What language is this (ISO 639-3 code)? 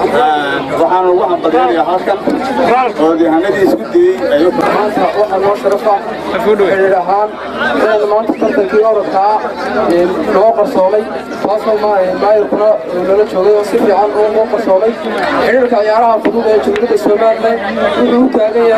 som